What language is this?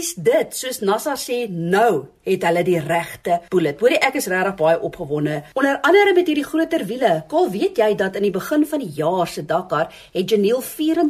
Afrikaans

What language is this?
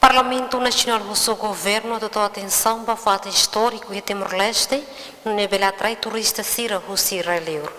Tetum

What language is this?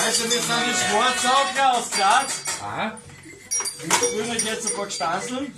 Bavarian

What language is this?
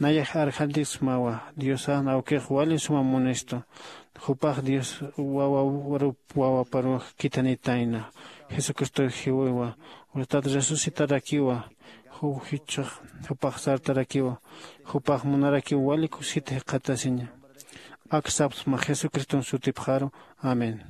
Aymara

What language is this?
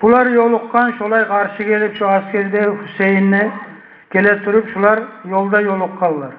Kumyk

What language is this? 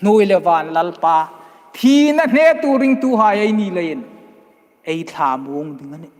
Hmar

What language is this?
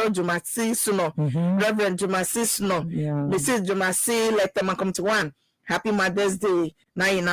Ewe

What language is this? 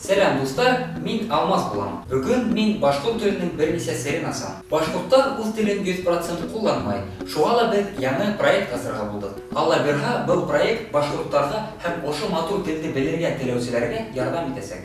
Bashkir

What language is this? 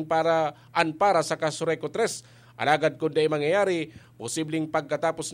Bikol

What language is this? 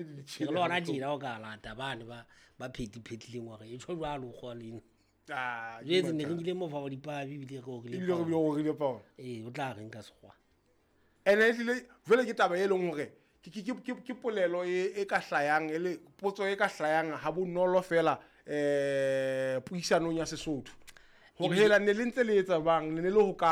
Southern Sotho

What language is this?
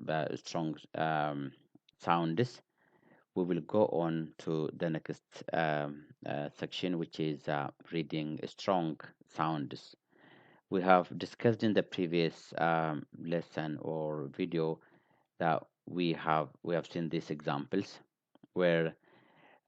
English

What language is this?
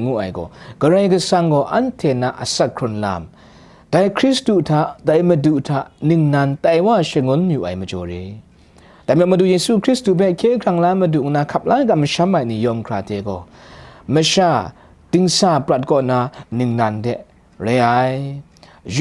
Kachin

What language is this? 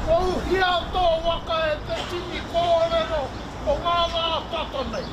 Māori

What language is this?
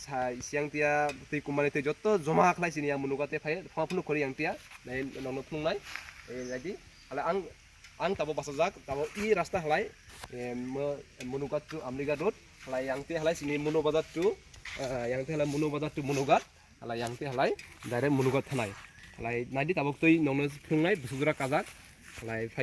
Kok Borok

